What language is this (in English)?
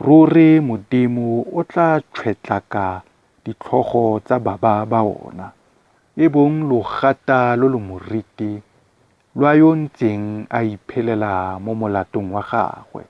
Tswana